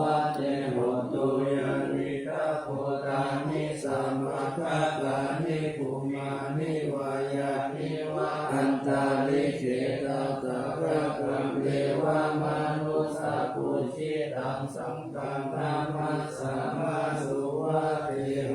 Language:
Pali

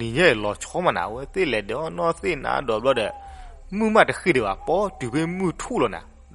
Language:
S'gaw Karen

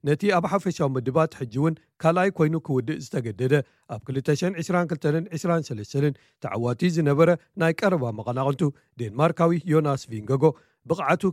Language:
Tigrinya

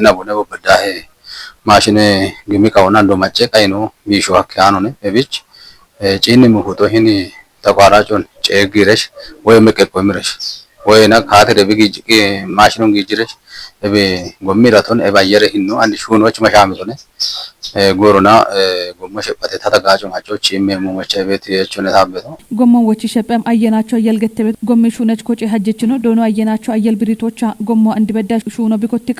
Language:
Kafa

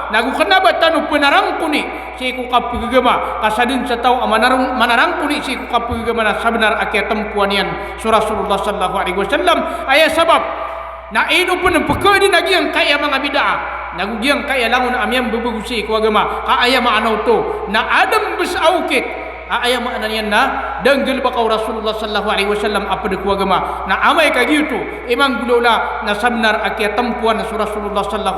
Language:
Maranao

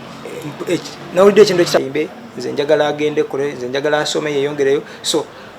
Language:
Ganda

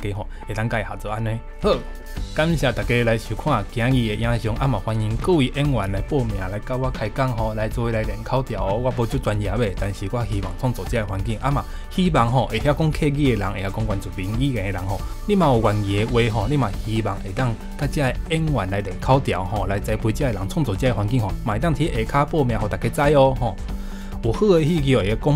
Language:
Min Nan Chinese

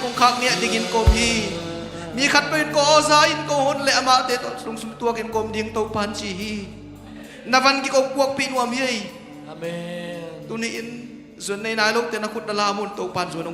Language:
Tedim Chin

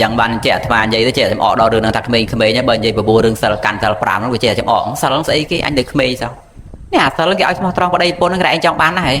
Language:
Khmer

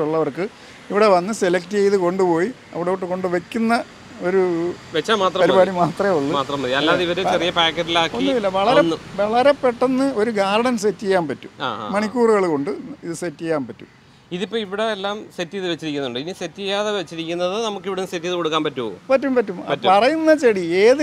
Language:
Malayalam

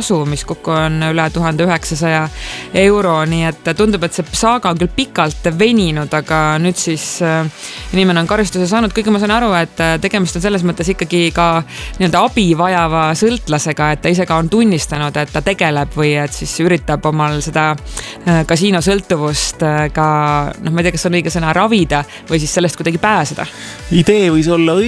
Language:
Estonian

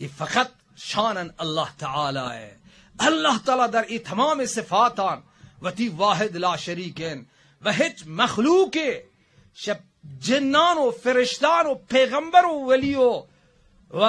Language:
Baluchi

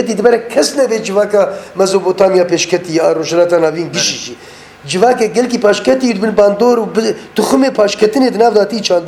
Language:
Kurdish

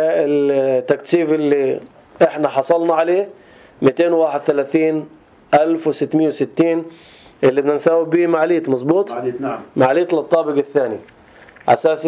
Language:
North Levantine Arabic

